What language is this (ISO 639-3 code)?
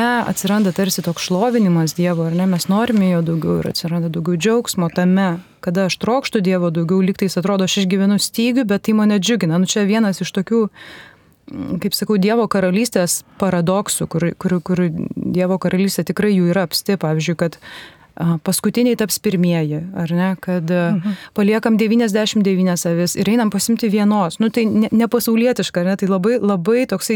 lit